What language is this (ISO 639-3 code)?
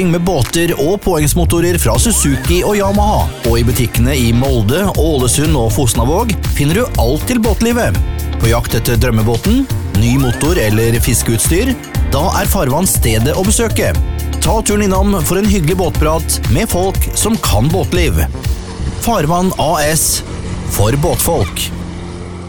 nor